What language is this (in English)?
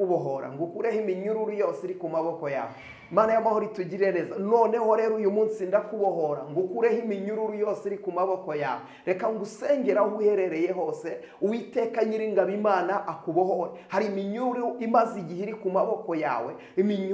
Kinyarwanda